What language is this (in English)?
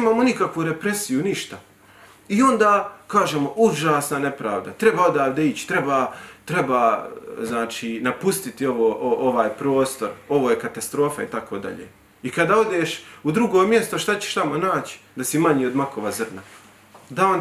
Bosnian